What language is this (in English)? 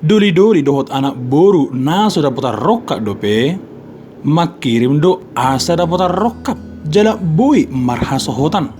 Batak Toba